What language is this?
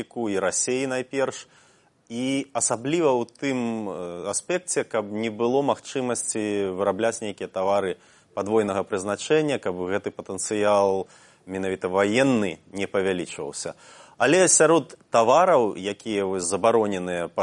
Belarusian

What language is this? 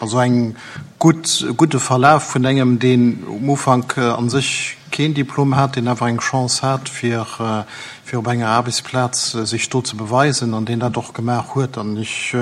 Luxembourgish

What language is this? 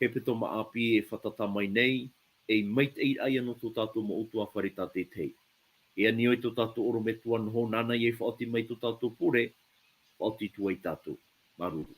Tahitian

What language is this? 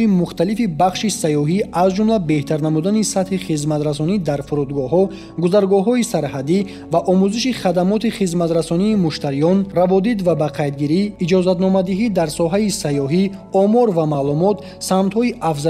Tajik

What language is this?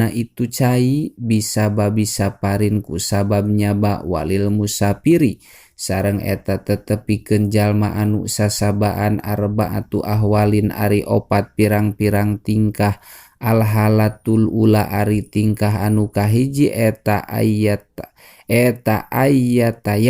Sundanese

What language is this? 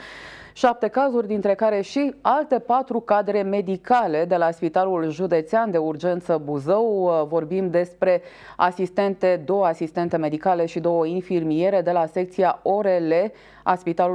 Romanian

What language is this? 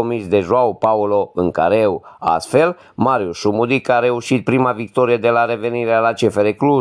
Romanian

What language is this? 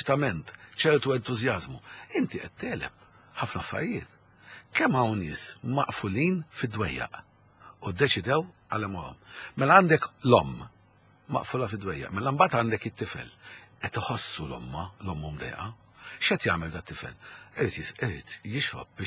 Maltese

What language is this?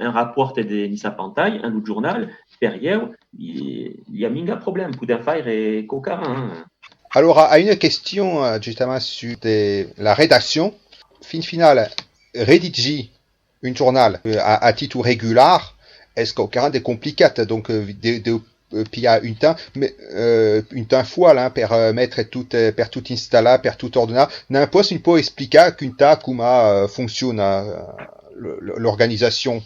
Occitan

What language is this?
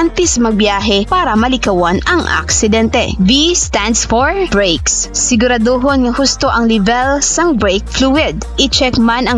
Hiligaynon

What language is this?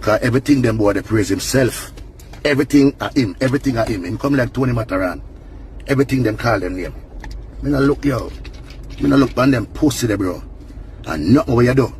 Jamaican Creole English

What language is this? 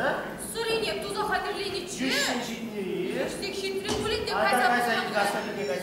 Chuvash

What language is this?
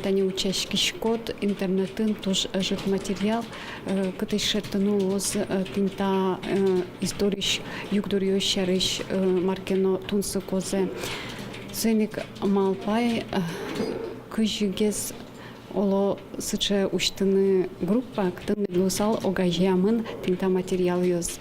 Udmurt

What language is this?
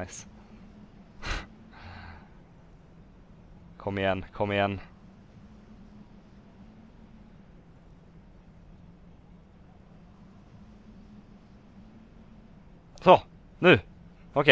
Swedish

